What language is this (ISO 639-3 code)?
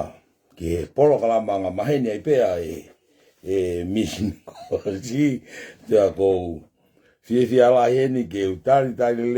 ton